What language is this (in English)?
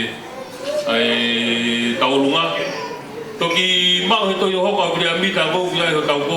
Tongan